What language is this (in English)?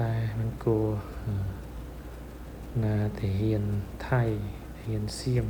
Khmer